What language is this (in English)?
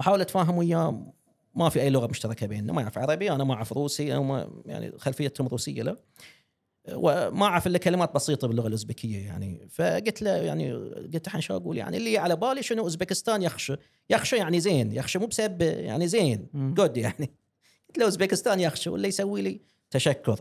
Gulf Arabic